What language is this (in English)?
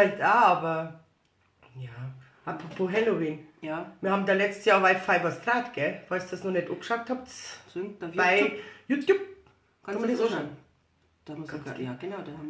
Bavarian